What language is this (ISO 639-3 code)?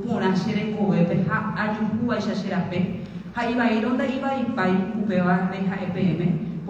grn